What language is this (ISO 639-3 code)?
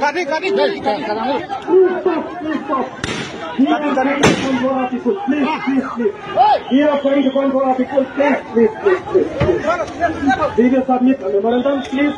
mjw